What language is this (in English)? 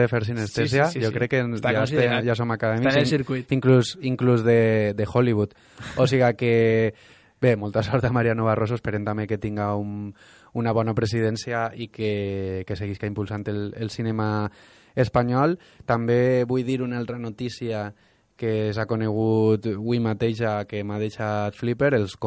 Catalan